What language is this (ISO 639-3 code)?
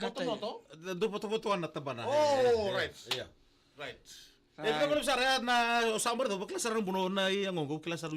fij